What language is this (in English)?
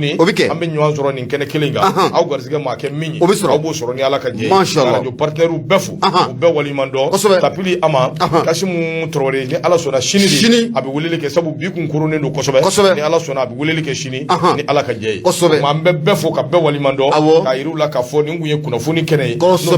Bambara